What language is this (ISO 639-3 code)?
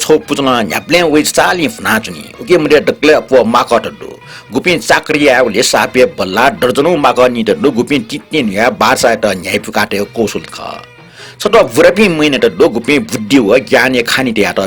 new